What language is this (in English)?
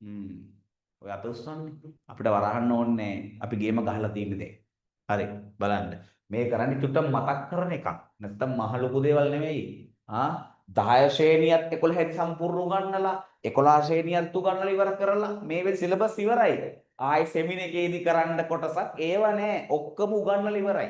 Sinhala